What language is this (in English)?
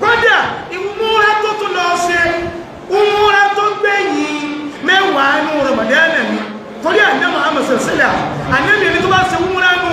Yoruba